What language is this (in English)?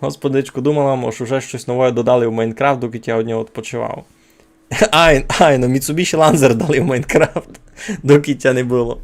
Rusyn